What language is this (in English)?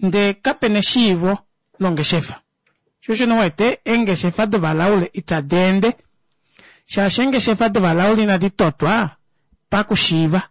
Kuanyama